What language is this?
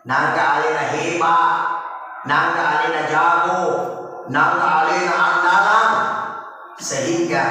Buginese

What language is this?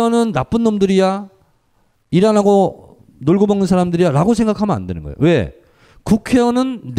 Korean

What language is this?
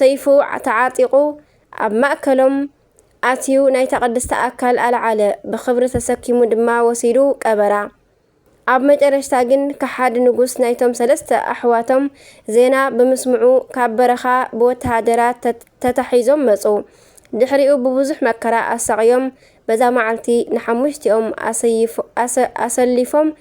Tigrinya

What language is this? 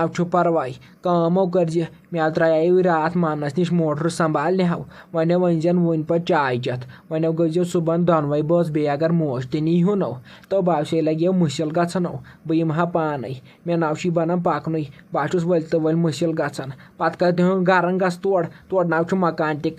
Kashmiri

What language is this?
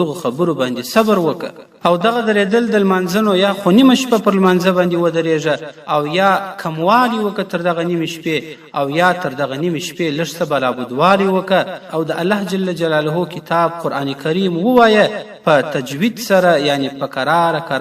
Pashto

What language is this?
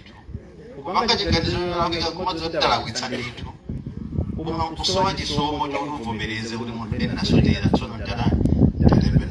Nyanja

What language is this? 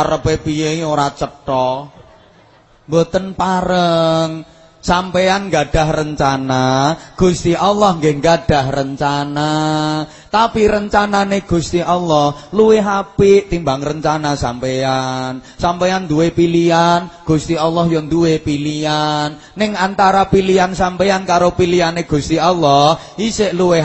Javanese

